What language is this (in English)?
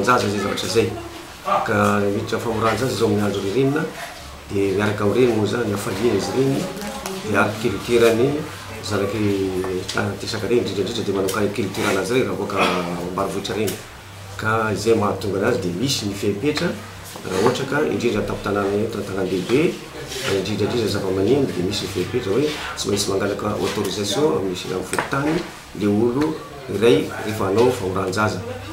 Malagasy